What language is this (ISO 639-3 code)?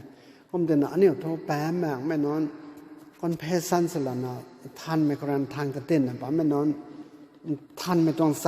nbu